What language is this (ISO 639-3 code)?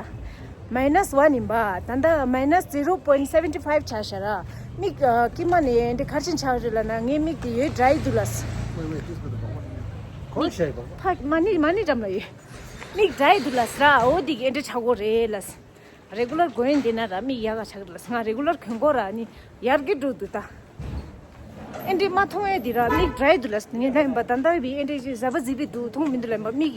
bod